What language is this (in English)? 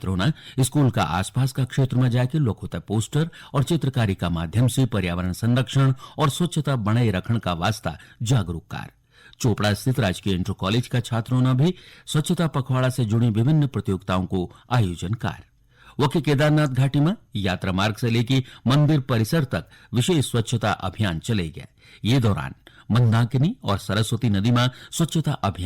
Garhwali